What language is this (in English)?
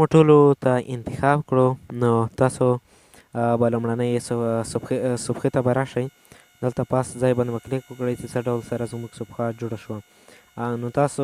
Pashto